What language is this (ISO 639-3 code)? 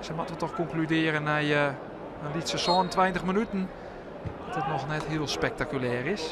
fry